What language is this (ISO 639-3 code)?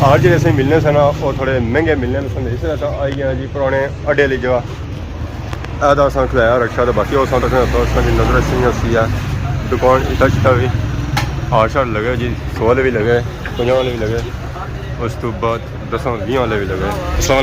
phr